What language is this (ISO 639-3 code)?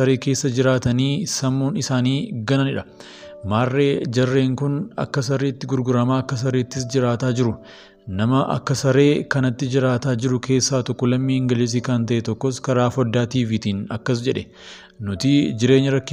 orm